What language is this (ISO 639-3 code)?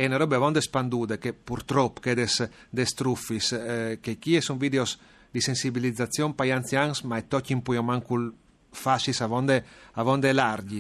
fur